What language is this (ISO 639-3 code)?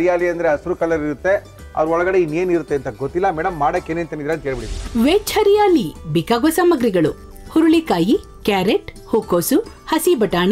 kan